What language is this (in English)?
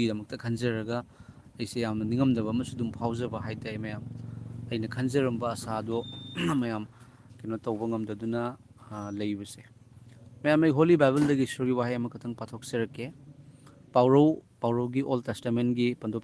Manipuri